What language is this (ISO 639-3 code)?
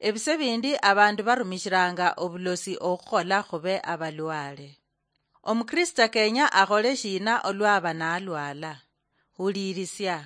luy